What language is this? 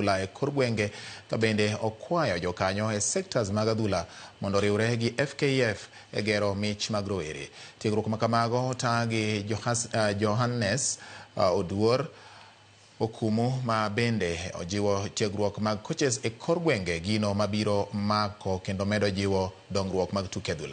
Luo (Kenya and Tanzania)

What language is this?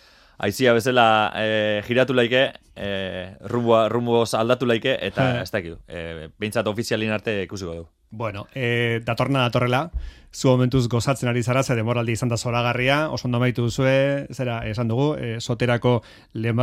Basque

